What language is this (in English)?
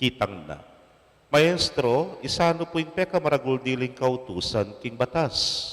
Pampanga